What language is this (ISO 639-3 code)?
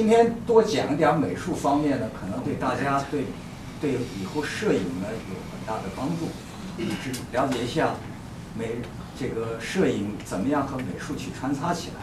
zho